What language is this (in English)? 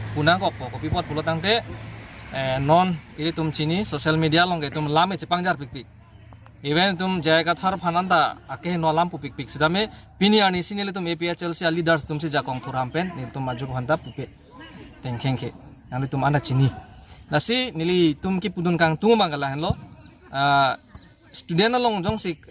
Karbi